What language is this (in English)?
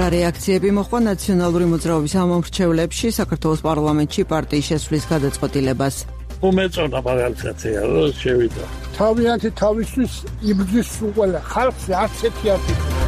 Georgian